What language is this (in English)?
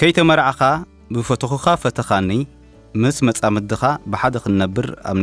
Tigrinya